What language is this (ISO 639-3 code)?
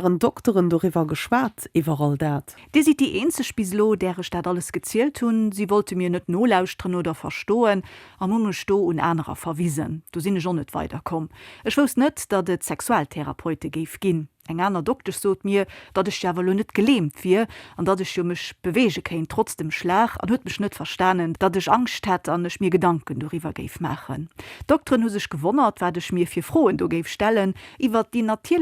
ltz